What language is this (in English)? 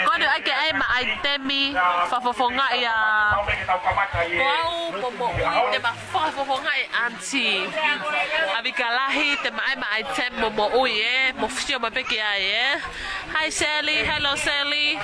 Tongan